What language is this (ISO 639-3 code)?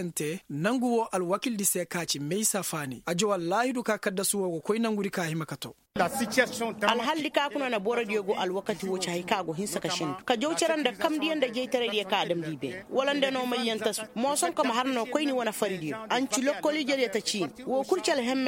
ses